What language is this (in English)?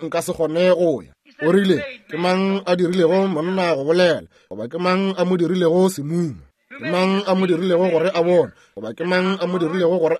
Northern Sotho